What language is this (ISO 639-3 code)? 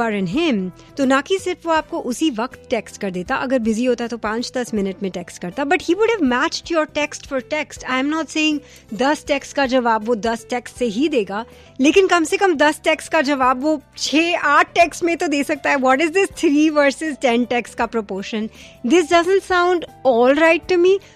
hin